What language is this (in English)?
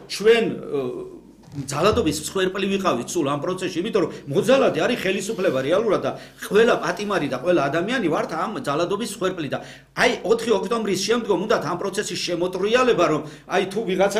Georgian